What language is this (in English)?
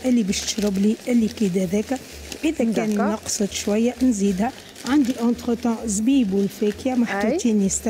Tunisian Arabic